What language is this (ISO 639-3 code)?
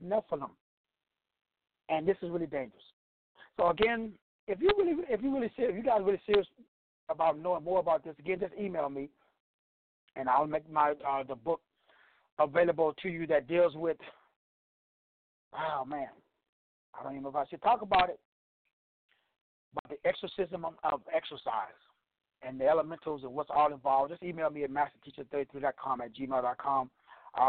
eng